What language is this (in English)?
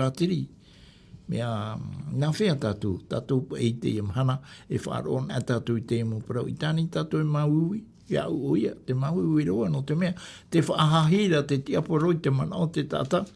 Tahitian